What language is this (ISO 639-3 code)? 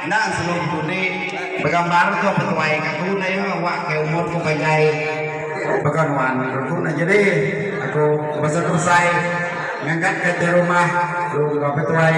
iba